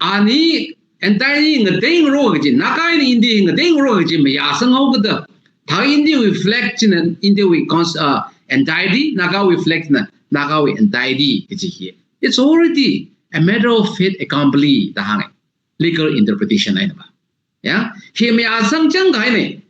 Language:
Tangkhul Naga (India)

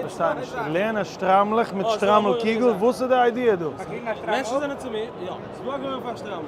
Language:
Yiddish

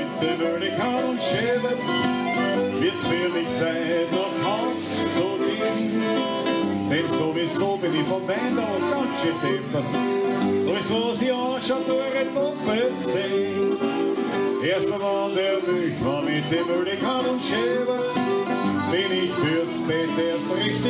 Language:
Bavarian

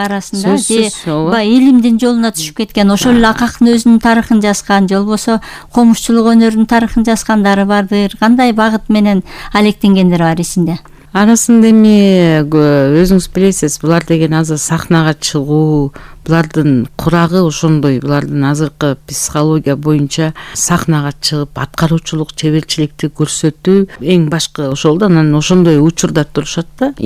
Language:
Kyrgyz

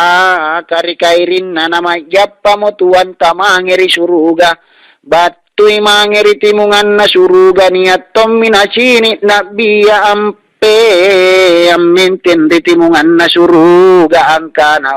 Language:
Makasar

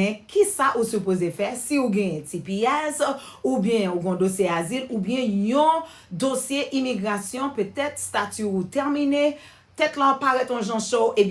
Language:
Haitian Creole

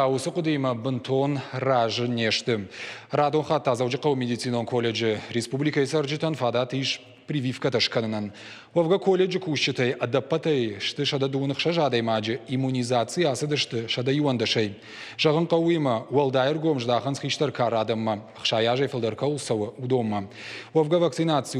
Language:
Ossetic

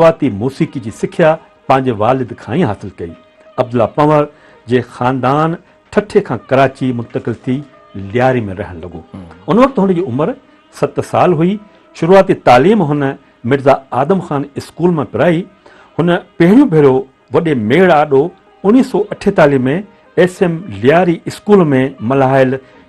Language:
Sindhi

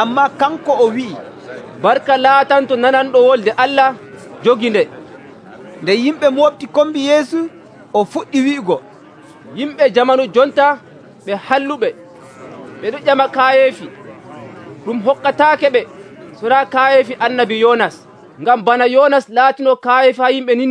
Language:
Nigerian Fulfulde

